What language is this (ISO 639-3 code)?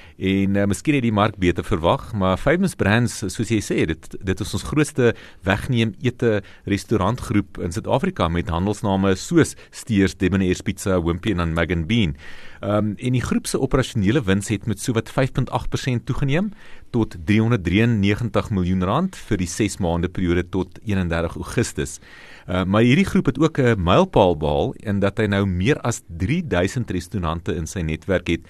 afr